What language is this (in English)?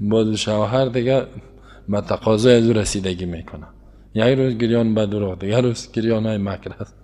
Persian